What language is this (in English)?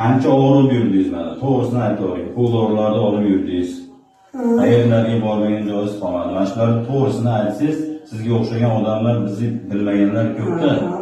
Uzbek